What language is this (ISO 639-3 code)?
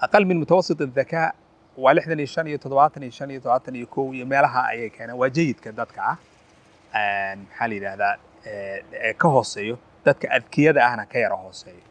som